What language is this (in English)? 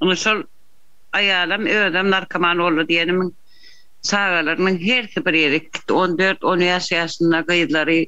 Turkmen